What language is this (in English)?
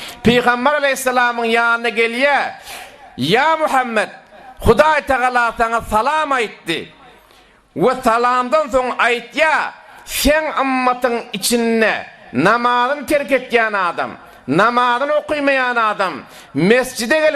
Turkmen